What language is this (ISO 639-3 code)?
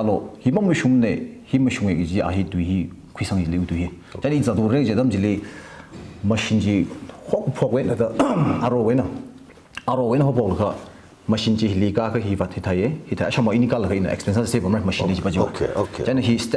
nmf